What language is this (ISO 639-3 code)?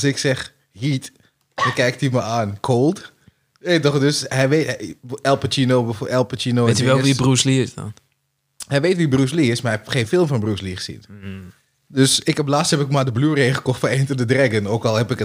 nld